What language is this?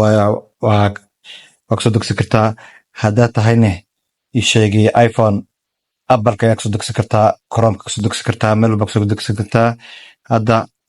Somali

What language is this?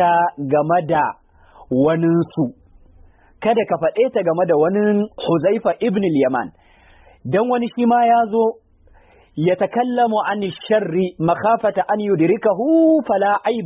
Hausa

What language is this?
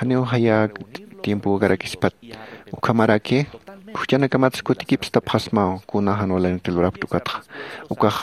Aymara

